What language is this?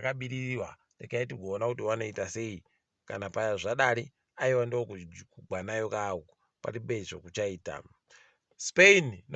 Ndau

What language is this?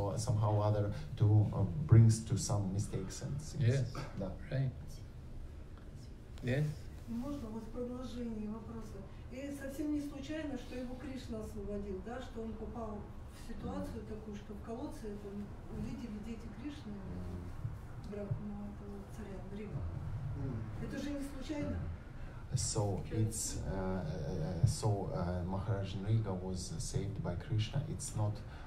Russian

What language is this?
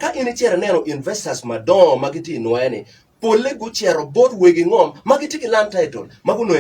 Acoli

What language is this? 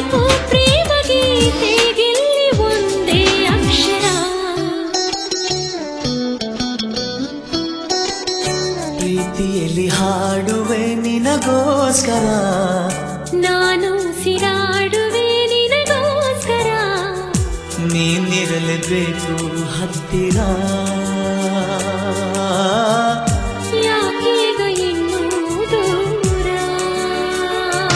Kannada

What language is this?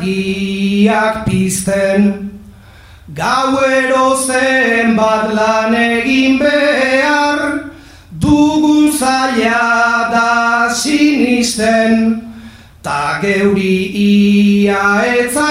Basque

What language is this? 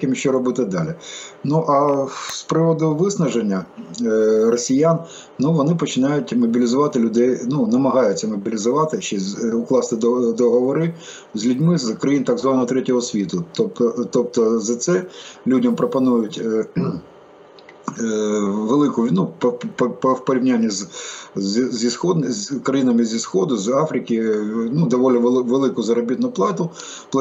Ukrainian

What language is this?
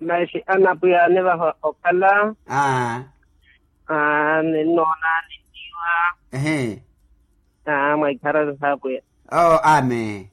Makhuwa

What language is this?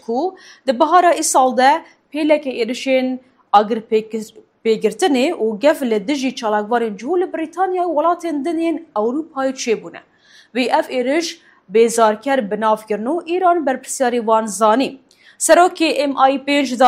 Kurdish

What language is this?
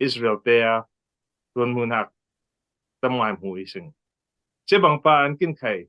Falam Chin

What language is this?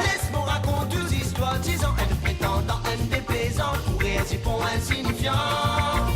Morisyen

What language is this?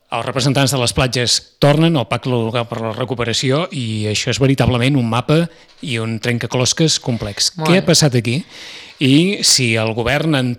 Catalan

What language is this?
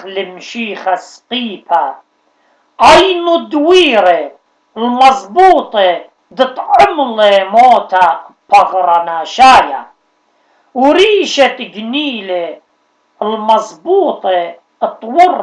Assyrian Neo-Aramaic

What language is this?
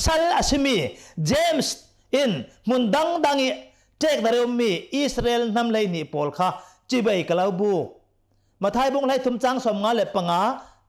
Hakha Chin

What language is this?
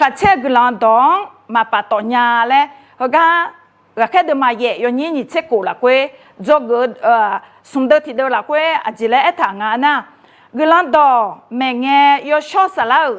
Akha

